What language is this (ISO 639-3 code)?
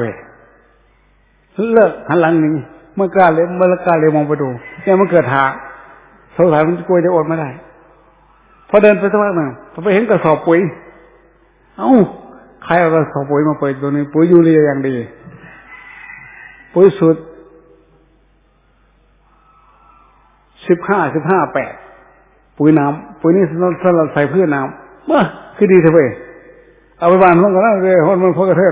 tha